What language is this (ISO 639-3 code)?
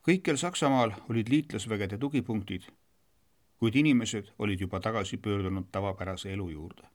est